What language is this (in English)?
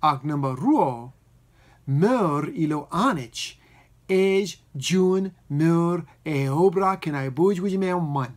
Marshallese